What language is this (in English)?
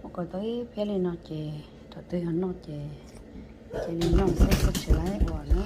Hmong